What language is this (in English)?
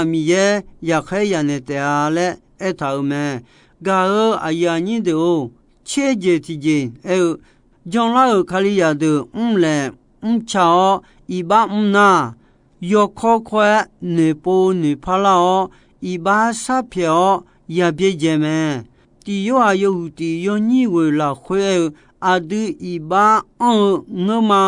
Akha